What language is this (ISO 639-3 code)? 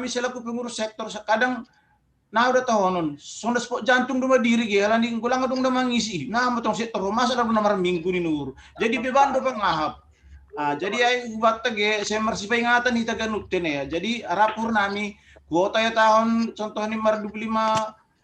bts